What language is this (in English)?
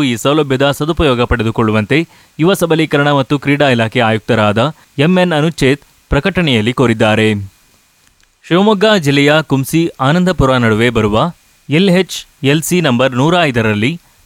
Kannada